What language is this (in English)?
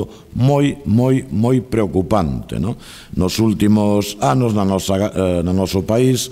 Galician